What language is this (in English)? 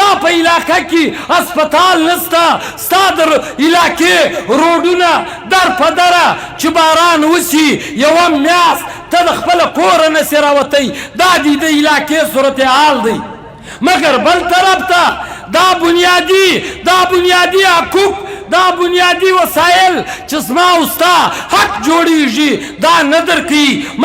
Pashto